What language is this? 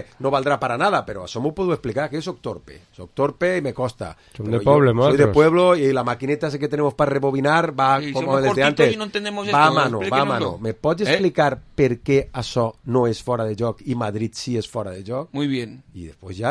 Catalan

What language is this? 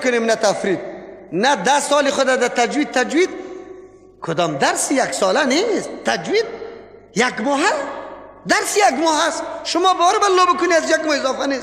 Persian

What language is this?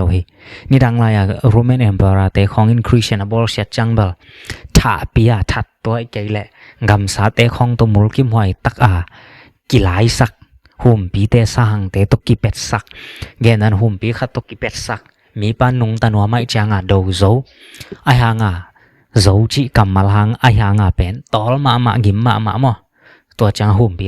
Tedim Chin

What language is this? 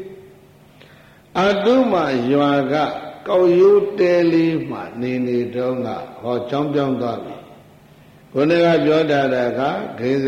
Burmese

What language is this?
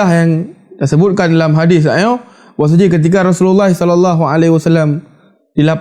Achinese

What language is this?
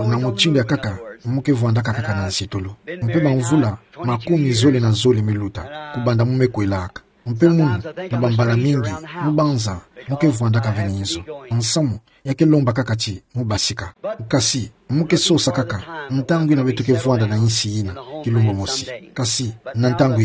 Kituba (Democratic Republic of Congo)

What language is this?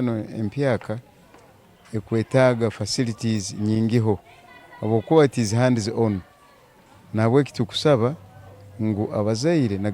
Nyankole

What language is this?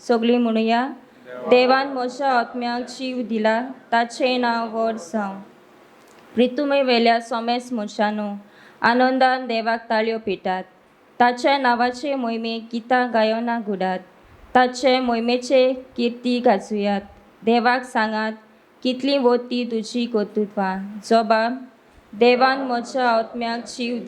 Konkani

